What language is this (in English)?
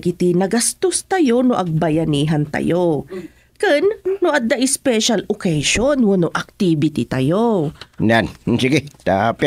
Iloko